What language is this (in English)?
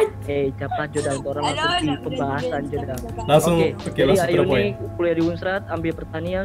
Manado Malay